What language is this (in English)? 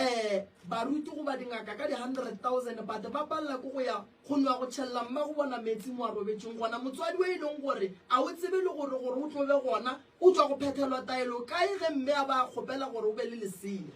Northern Sotho